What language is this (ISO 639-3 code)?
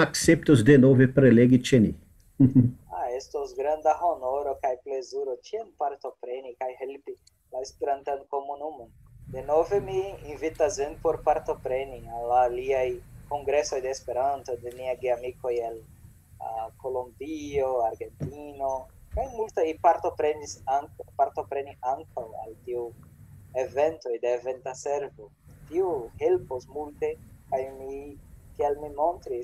epo